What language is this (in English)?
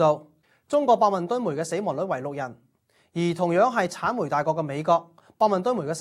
Cantonese